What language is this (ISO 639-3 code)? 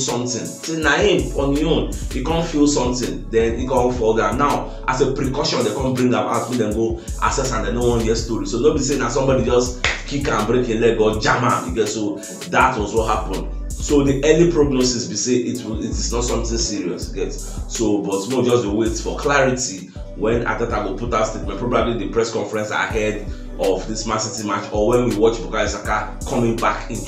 pcm